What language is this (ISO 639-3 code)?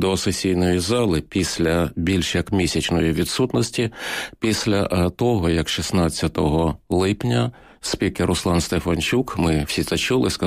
ukr